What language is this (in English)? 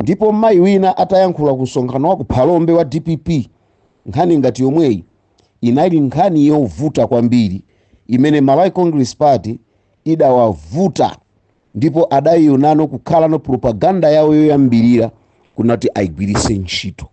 Nyanja